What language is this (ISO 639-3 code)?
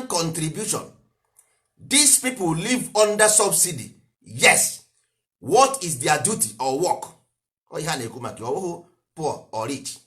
ibo